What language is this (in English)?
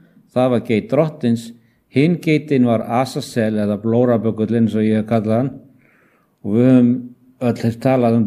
Icelandic